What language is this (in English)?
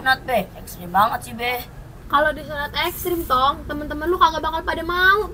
Betawi